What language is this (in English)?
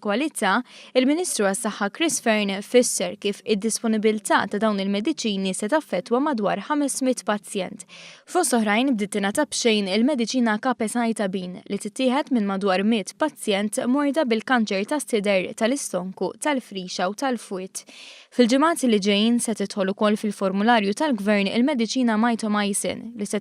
Maltese